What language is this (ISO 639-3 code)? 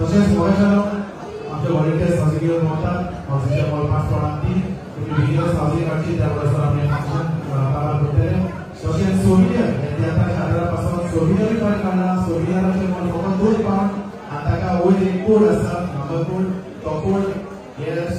kok